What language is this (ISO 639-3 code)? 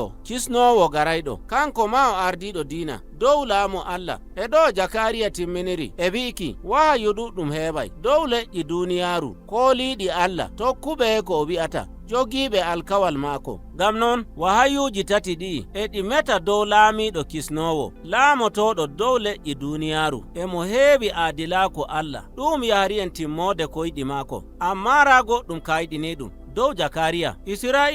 fuv